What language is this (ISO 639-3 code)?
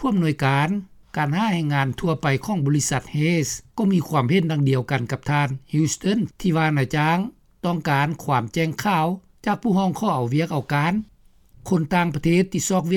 lao